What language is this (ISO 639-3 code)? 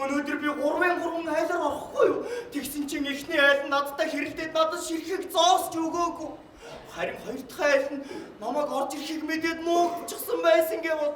mon